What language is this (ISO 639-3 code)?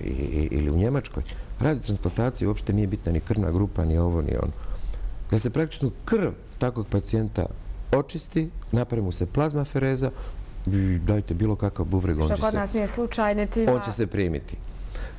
bos